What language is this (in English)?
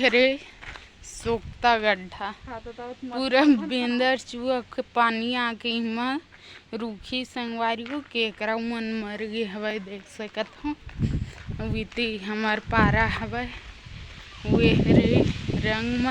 Chhattisgarhi